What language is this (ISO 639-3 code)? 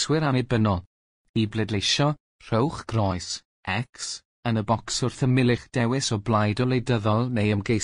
cym